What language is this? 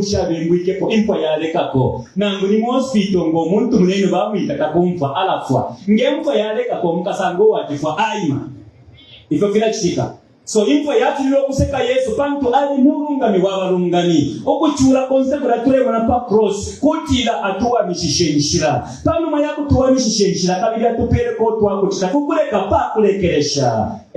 Bemba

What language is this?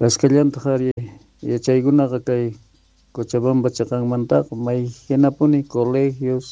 South Bolivian Quechua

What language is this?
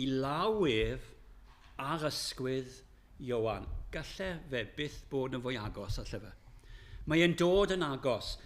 Welsh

